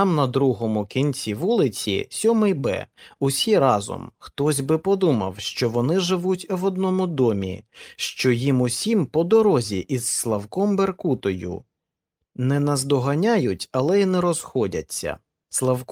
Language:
Ukrainian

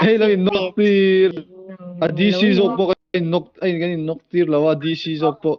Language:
Mizo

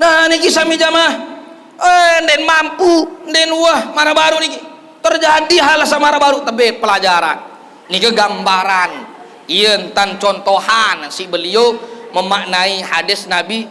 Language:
Sasak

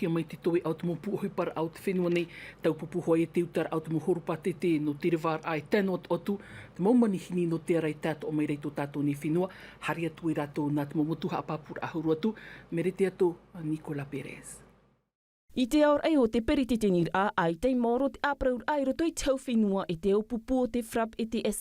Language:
Tahitian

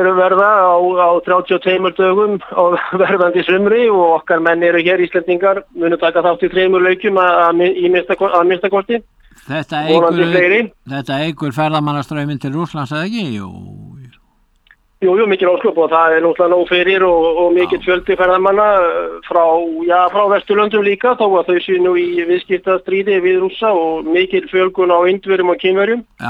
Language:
Icelandic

